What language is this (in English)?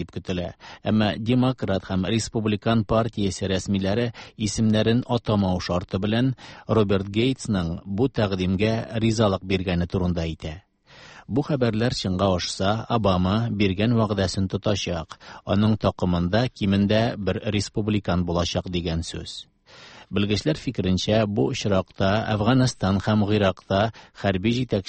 Tatar